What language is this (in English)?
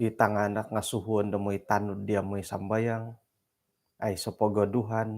Central Dusun